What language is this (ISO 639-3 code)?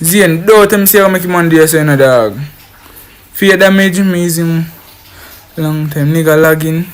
jam